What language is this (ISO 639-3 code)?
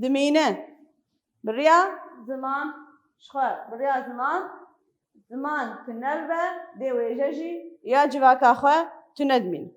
kur